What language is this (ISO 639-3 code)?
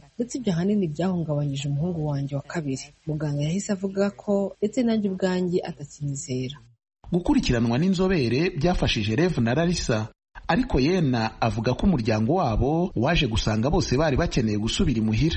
kin